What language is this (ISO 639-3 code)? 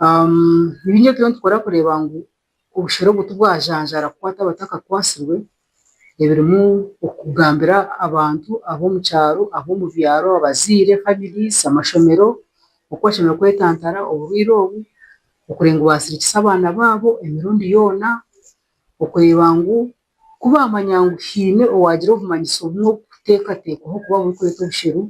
nyn